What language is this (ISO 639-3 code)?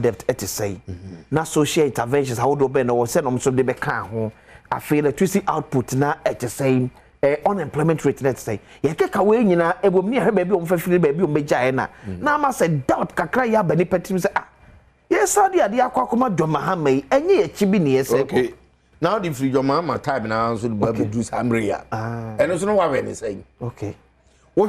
aka